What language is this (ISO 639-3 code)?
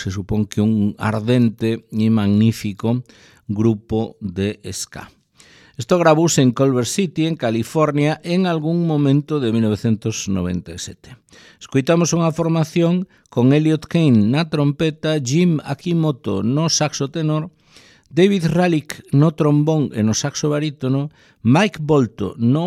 glg